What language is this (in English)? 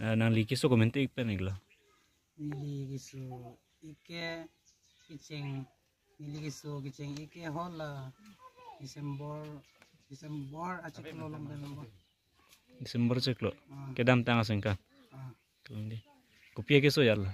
Karbi